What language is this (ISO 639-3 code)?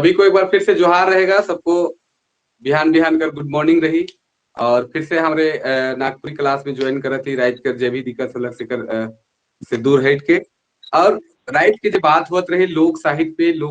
sck